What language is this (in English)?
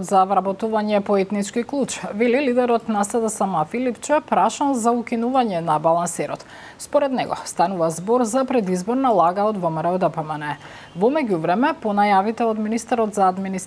Macedonian